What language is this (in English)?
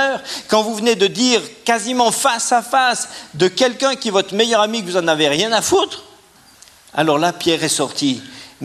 French